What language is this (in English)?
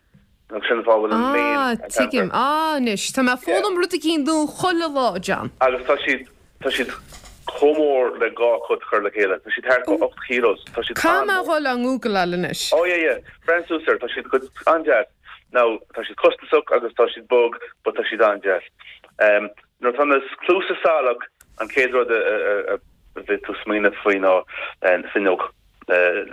Irish